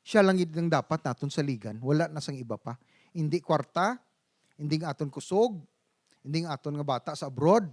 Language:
Hiligaynon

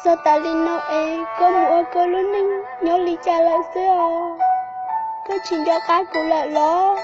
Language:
Hmong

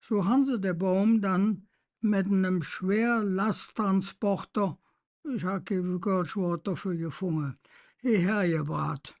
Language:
Colognian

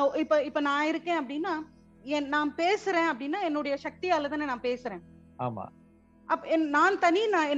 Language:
Tamil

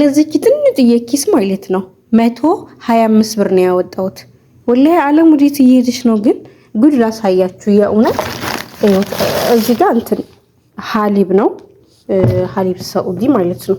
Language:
Amharic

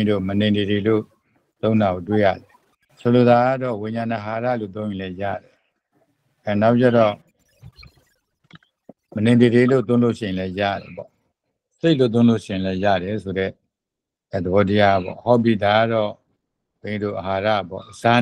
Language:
Burmese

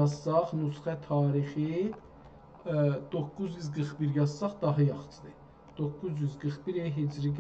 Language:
South Azerbaijani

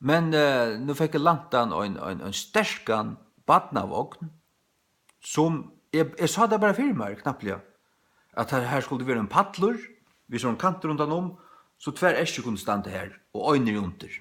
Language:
Faroese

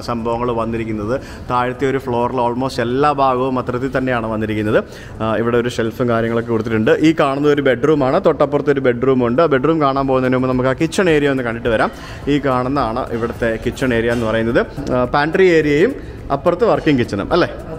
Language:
Malayalam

